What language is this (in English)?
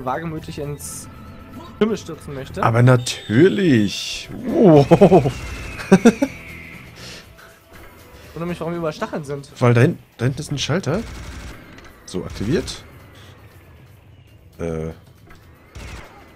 German